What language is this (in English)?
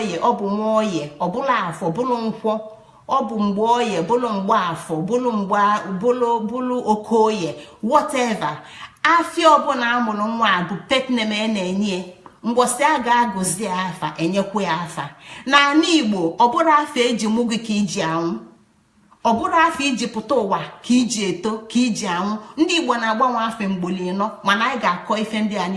Igbo